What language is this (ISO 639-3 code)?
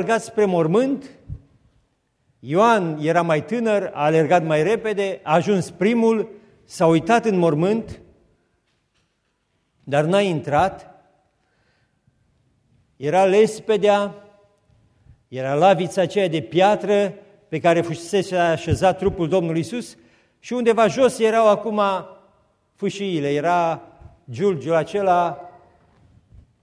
ron